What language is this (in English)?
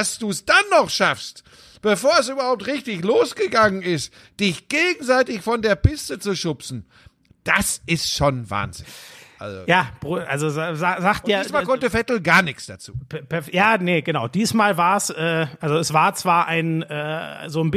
German